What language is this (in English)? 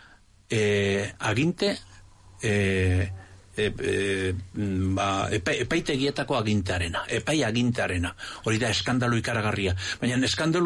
Basque